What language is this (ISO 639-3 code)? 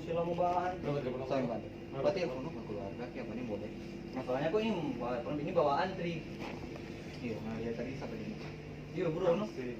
xmm